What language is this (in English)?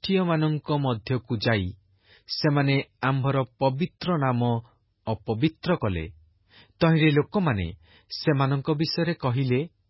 Odia